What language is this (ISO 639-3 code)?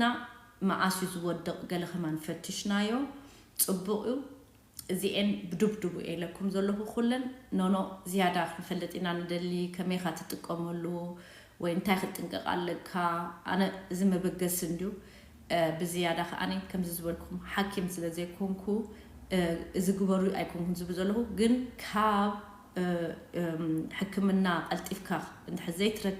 tir